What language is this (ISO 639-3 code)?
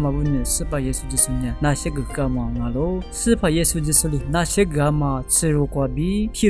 lis